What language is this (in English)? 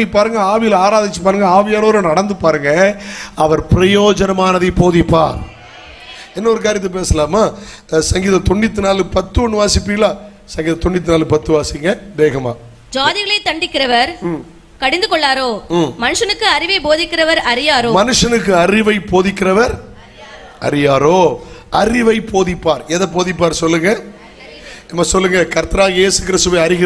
Tamil